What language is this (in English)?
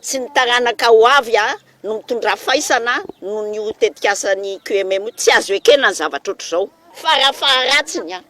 Malagasy